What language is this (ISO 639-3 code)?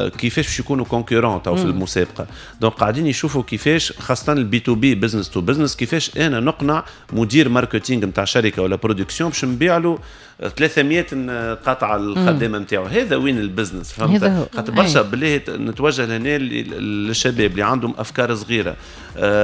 aeb